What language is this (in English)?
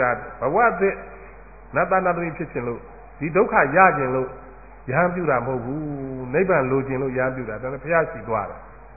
Burmese